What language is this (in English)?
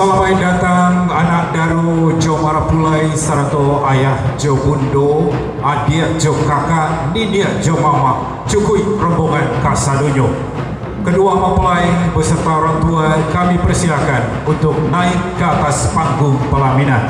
Minangkabau